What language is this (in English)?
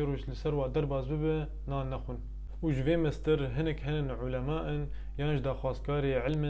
Kurdish